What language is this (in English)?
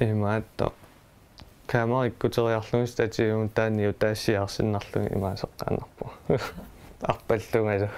Kalaallisut